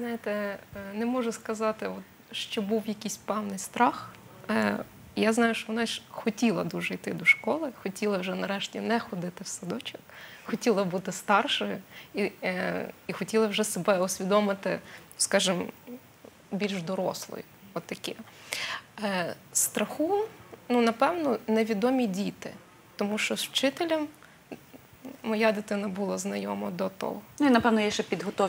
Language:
Ukrainian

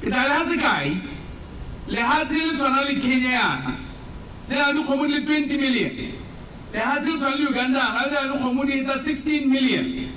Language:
Tswana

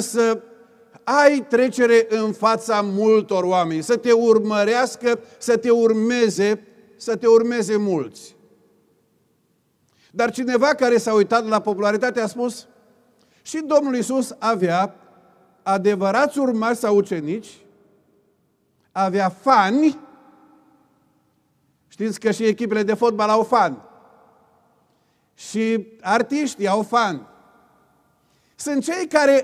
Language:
Romanian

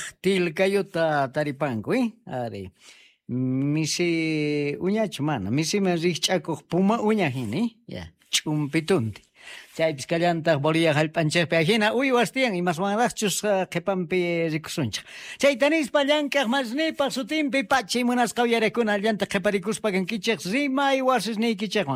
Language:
Quechua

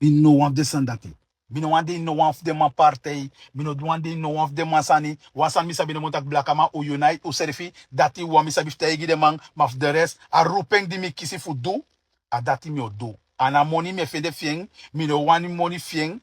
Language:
Sranan Tongo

